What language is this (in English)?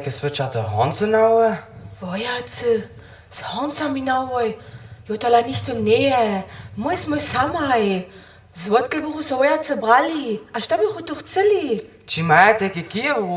Upper Sorbian